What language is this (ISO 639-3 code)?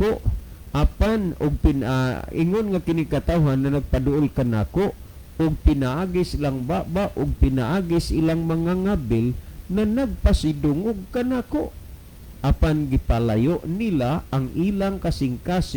ceb